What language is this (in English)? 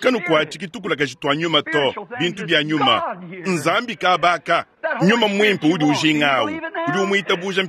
Luba-Lulua